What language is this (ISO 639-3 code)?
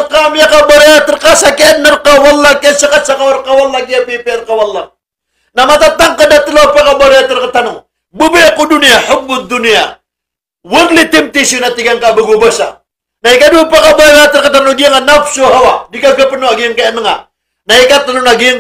mrw